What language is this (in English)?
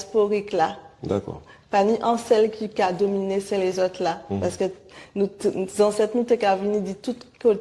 Guadeloupean Creole French